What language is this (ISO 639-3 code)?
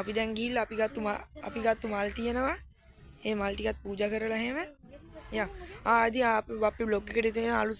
sin